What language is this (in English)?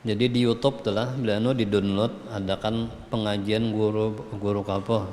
Banjar